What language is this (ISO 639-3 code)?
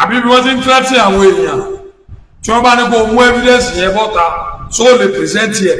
yor